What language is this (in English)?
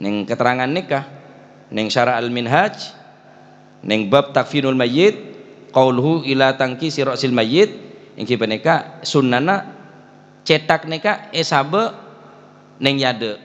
Madurese